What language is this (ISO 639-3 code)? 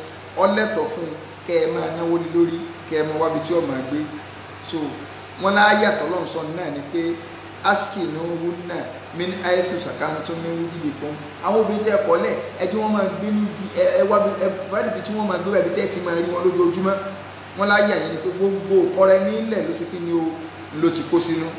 yor